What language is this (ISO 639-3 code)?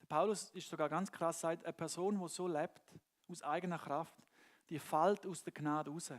gsw